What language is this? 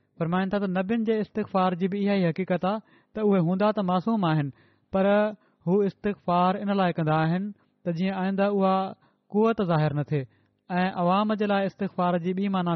Sindhi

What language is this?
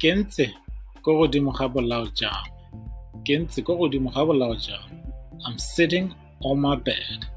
Tswana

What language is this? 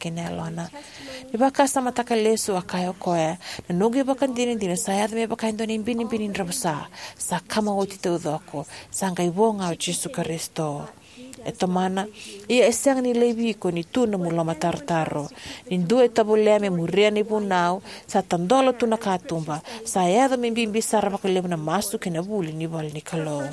Fijian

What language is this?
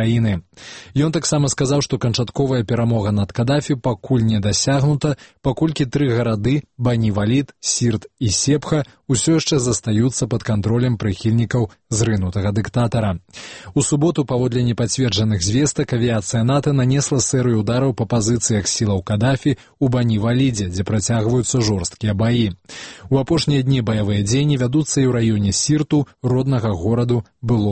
Belarusian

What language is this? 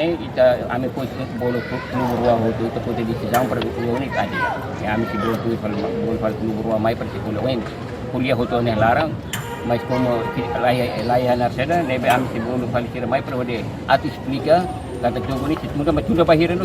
Tetum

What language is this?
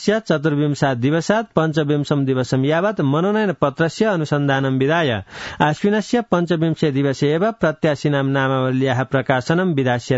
Sanskrit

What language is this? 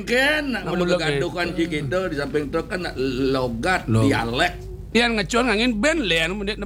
Balinese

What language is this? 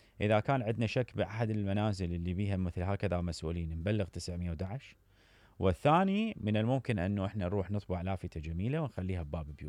Mesopotamian Arabic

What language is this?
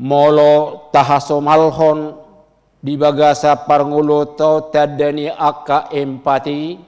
Batak Toba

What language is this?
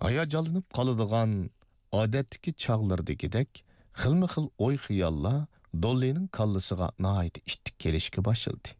Uyghur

